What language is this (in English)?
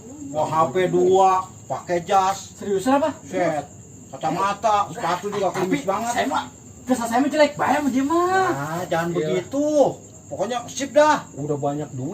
Betawi